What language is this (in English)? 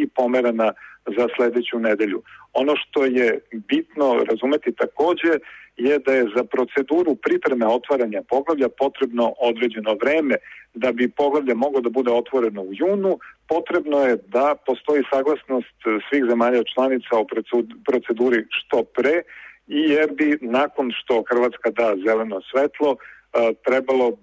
Serbian